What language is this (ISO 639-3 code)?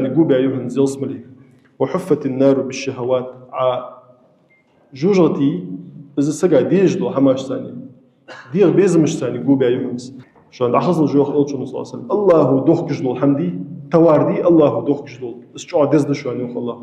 inh